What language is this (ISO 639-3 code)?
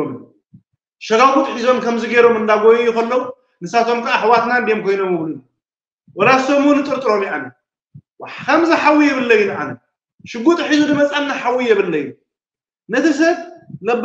tir